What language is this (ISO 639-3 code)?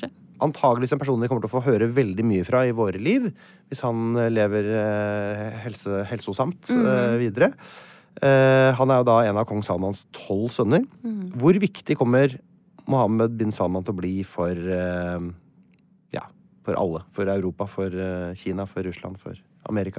nor